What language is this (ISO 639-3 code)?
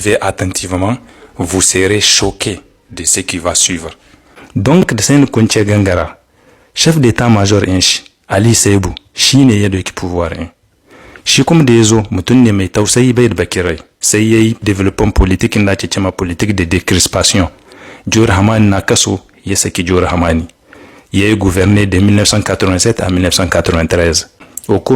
hau